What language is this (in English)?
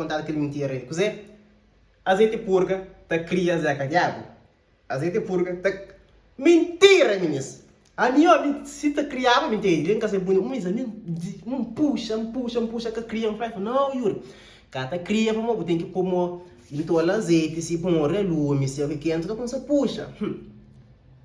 Kabuverdianu